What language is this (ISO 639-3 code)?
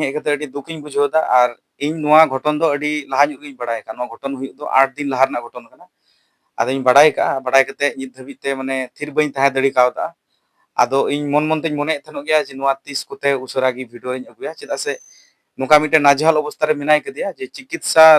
sat